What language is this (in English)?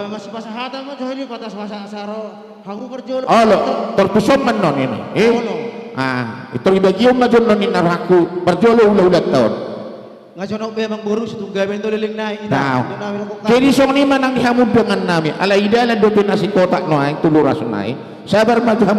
Batak Karo